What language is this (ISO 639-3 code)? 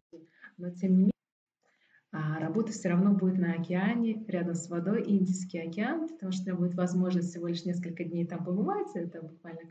rus